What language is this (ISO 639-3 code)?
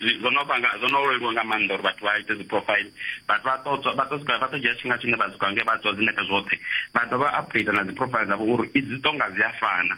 ven